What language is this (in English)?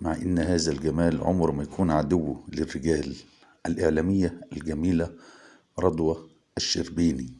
Egyptian Arabic